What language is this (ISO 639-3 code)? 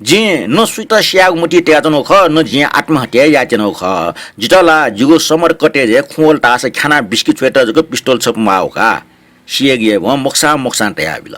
new